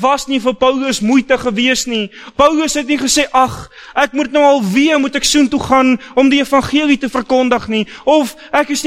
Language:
Afrikaans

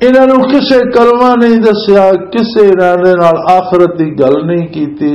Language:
Western Panjabi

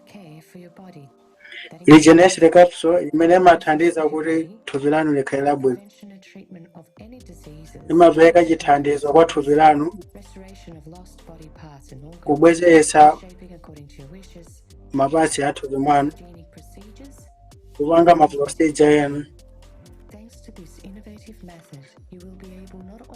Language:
Nyanja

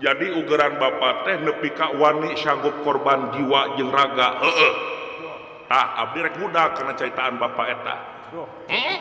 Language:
Sundanese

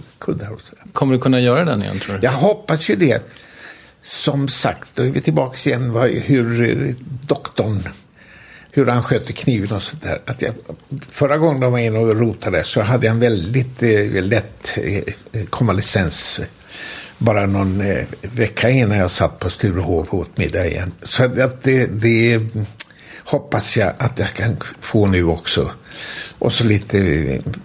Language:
Swedish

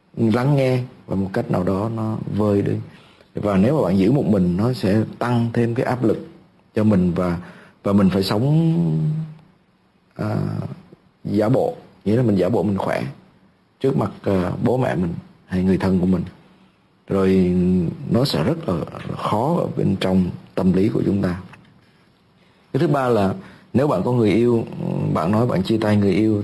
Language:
Vietnamese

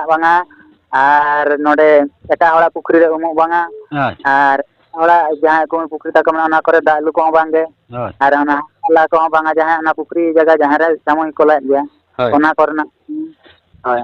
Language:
Santali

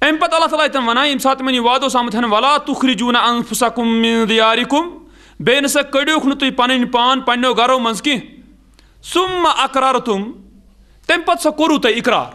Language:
Kashmiri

